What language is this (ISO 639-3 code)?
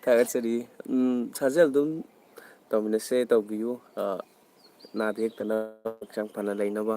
mni